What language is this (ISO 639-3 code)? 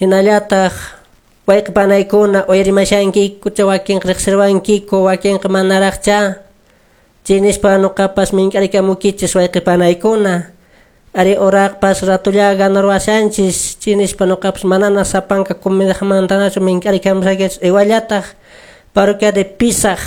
que